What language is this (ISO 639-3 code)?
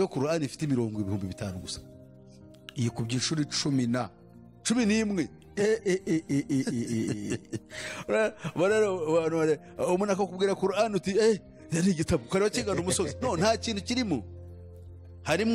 kin